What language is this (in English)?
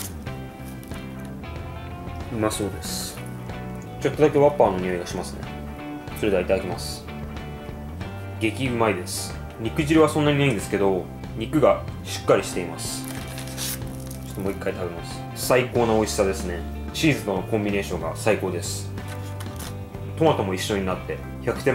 Japanese